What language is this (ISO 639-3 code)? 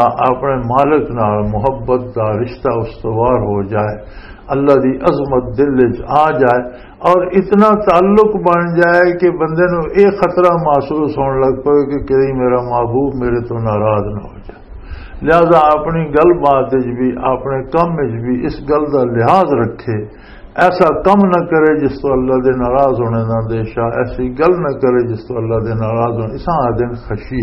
lah